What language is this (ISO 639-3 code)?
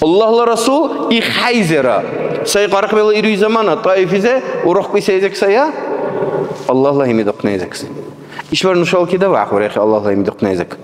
dar